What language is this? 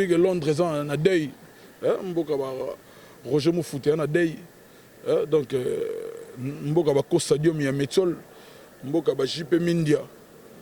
Lingala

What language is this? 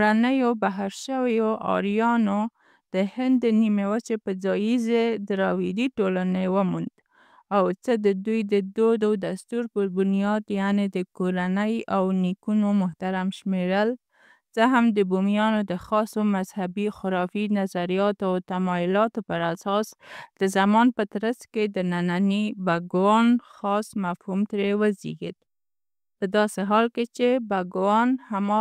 Pashto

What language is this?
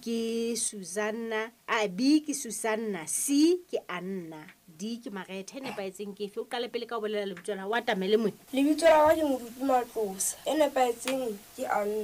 Southern Sotho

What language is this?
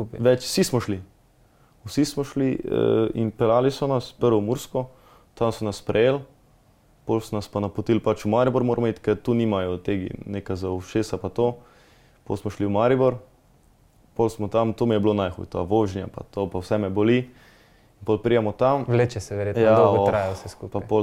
Slovenian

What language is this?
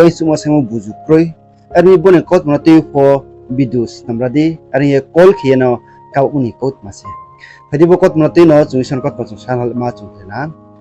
Riang (India)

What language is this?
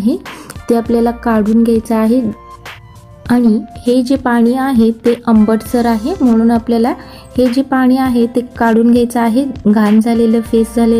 Marathi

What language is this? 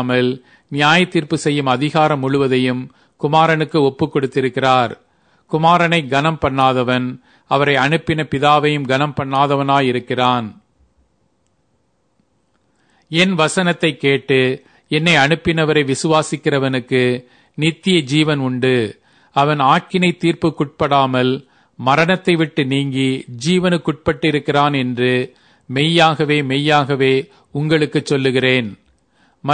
Tamil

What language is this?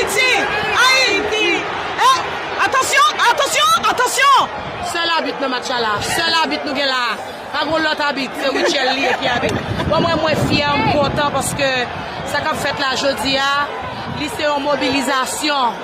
Haitian Creole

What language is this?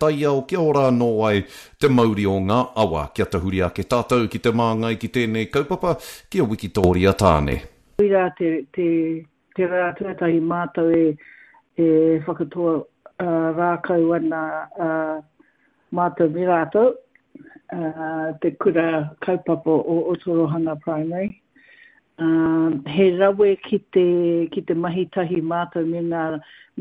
Māori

